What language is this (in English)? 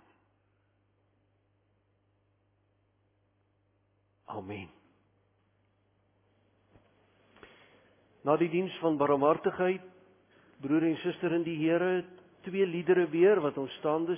Afrikaans